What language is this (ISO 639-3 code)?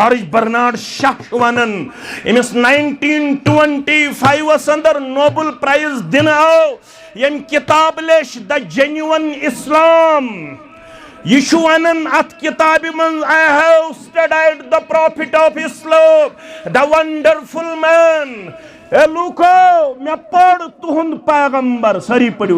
kas